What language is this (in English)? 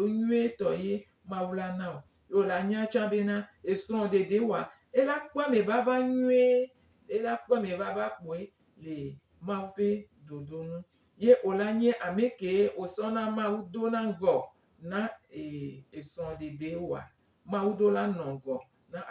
Gen